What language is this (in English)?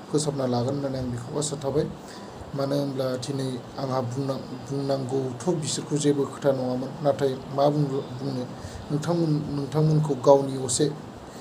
Bodo